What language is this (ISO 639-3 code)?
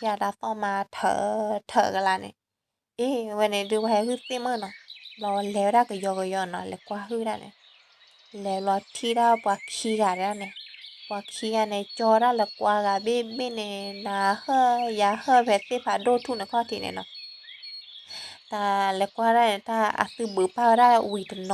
ksw